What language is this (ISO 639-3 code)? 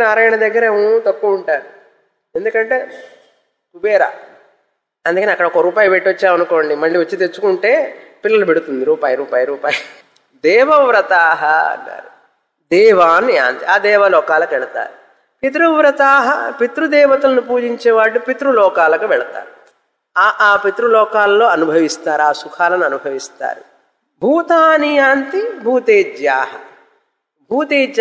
tel